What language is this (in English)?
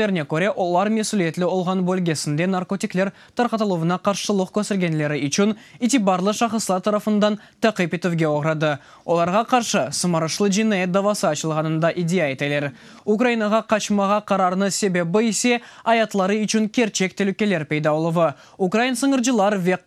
Crimean Tatar